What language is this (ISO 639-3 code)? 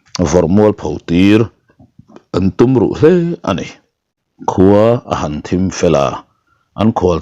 lus